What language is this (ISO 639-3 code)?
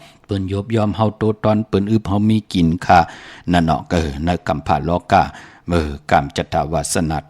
shn